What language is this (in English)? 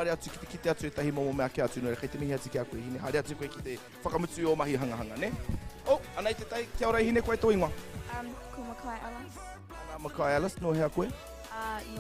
Māori